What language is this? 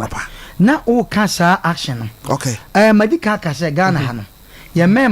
Akan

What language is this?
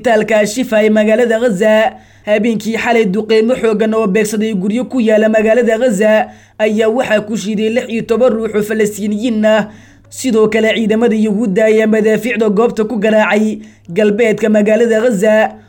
Somali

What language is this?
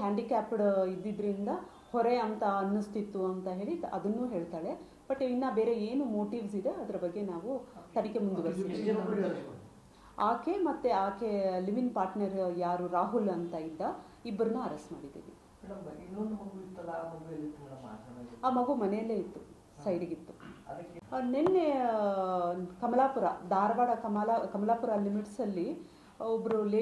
Kannada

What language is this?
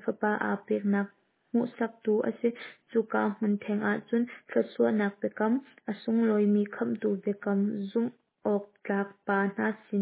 Hakha Chin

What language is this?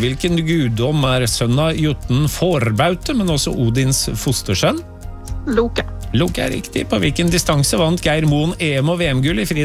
Norwegian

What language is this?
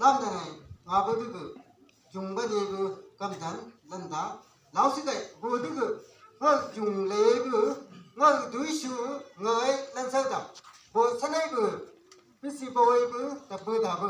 Chang Naga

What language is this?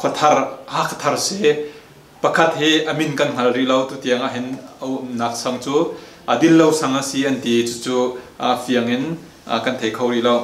Hakha Chin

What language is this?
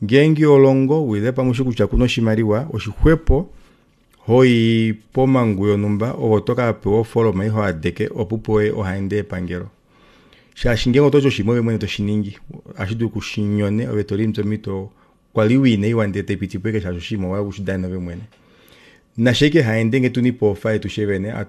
Kuanyama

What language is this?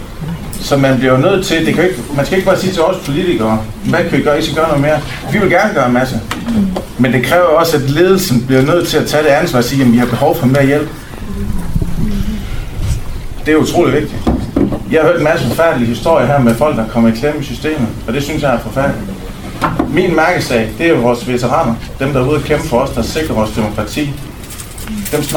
Danish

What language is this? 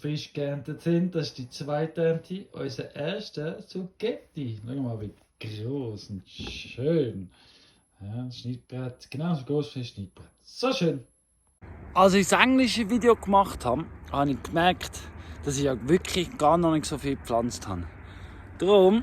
Swiss German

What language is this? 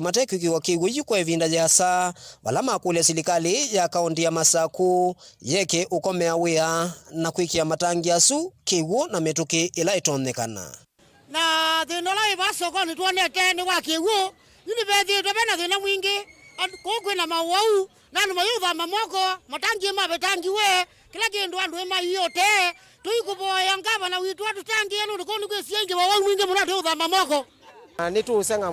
Kamba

